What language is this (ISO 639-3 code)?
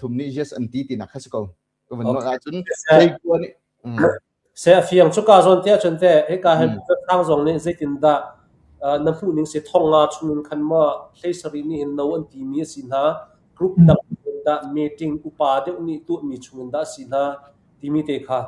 cnh